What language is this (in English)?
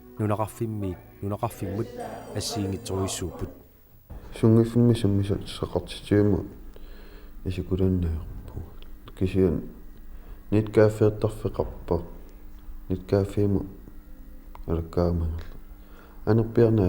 Kalaallisut